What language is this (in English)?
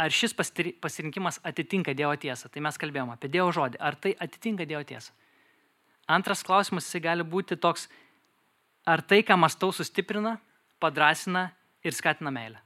Lithuanian